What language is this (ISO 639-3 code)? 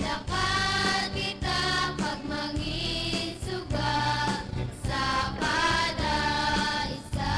hil